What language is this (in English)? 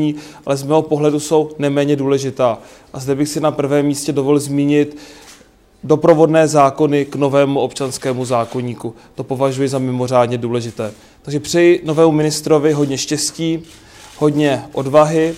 Czech